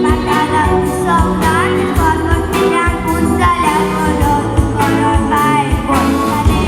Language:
Konkani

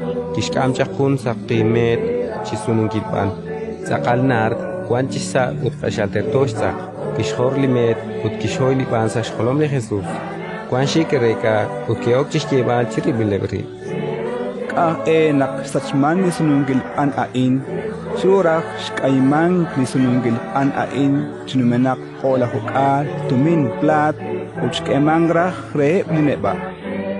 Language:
Kekchí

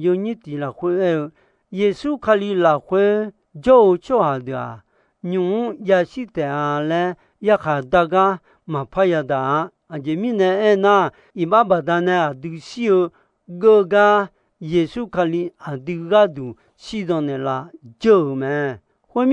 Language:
Akha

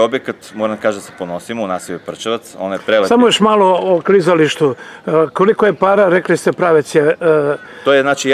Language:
Serbian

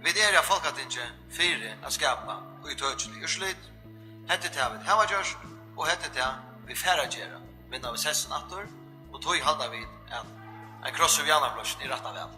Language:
Faroese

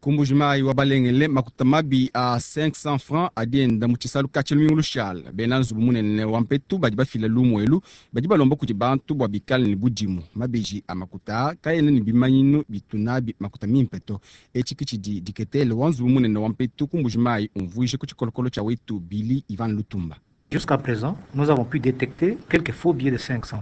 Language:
Luba-Lulua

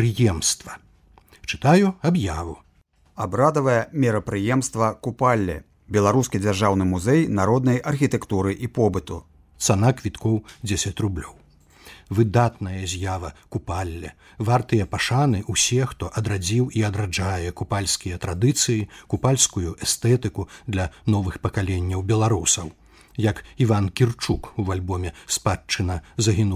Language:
Belarusian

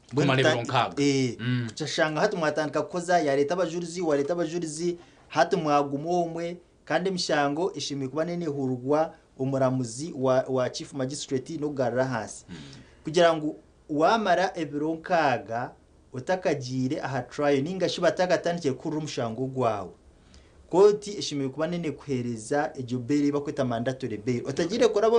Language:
Nyankole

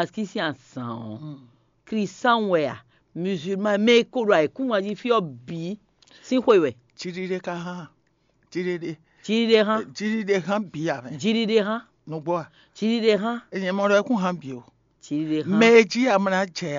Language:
Fon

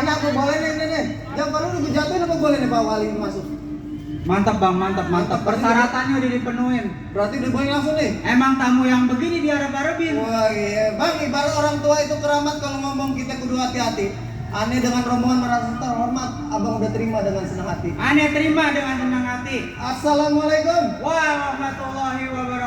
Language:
Betawi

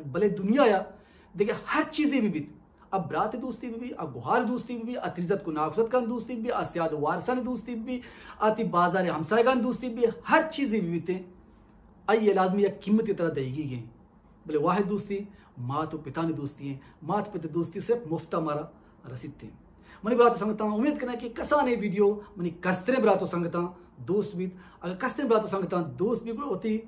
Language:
Baluchi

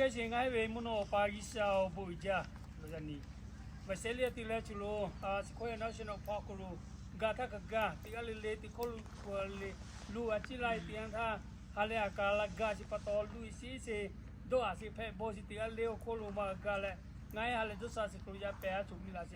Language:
Lahu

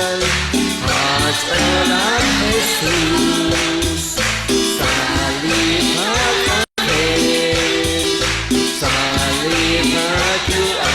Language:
Kekchí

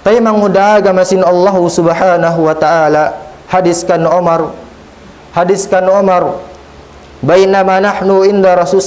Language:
Tausug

